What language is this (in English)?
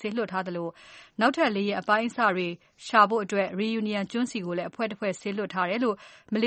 Burmese